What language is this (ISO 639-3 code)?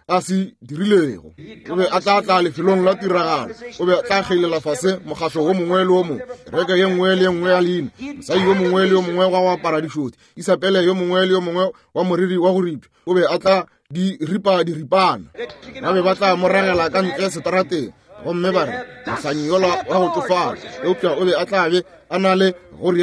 nso